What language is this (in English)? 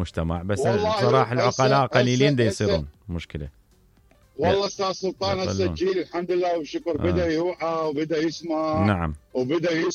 Mesopotamian Arabic